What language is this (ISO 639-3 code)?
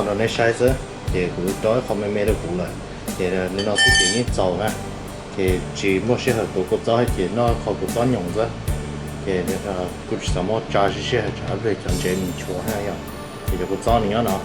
hmn